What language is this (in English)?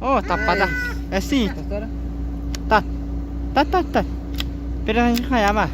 Yakut